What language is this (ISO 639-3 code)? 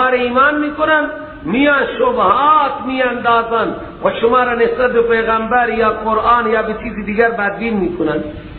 fas